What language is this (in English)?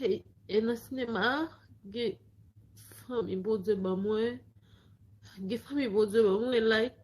Haitian Creole